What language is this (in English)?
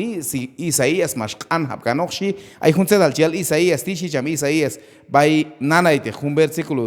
Q'anjob'al